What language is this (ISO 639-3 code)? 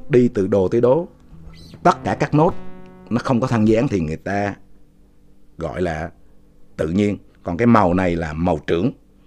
vie